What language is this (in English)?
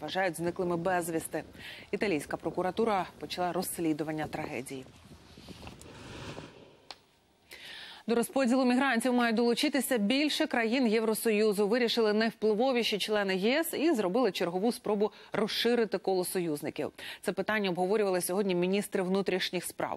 Ukrainian